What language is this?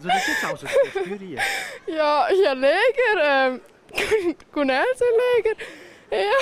Romansh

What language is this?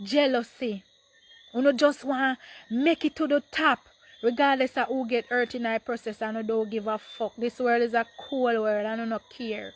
Jamaican Creole English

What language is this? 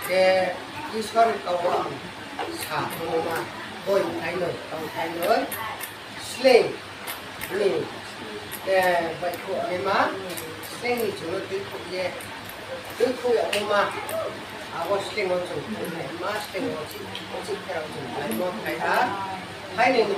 Riang (India)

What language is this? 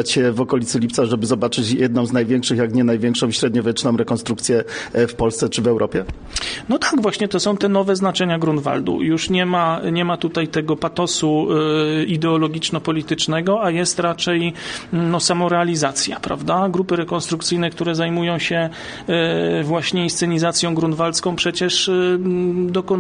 Polish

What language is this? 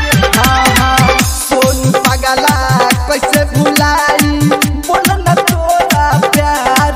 Bhojpuri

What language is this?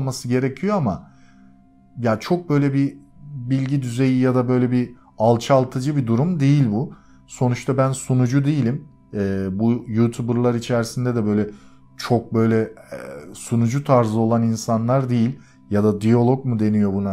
Turkish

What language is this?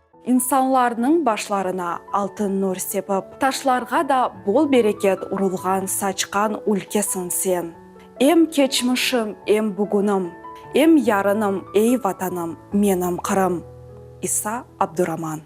Crimean Tatar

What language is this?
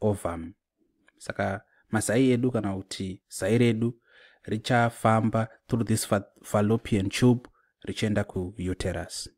Shona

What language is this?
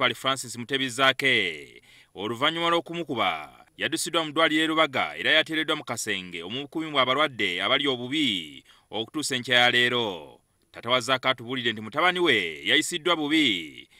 Ganda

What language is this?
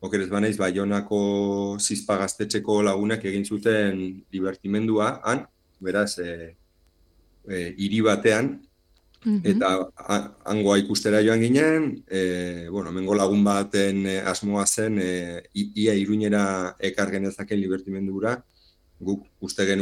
Basque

